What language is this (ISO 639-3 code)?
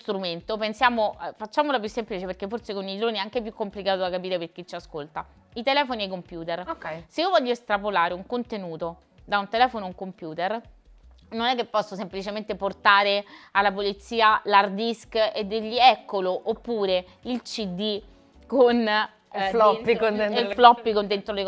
ita